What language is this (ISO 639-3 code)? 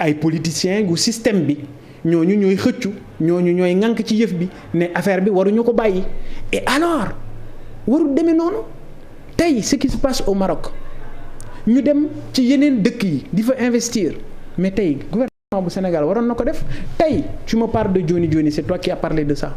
wol